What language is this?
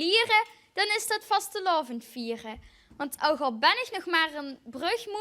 Limburgish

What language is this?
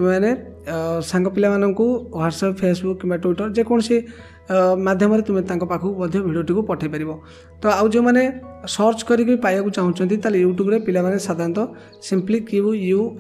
Odia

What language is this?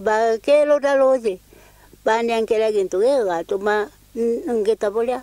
Meru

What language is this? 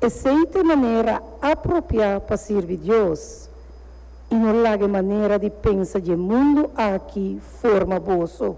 Papiamento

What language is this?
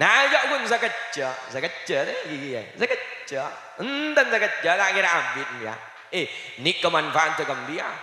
Madurese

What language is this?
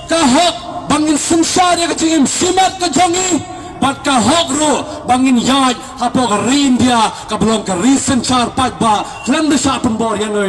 Khasi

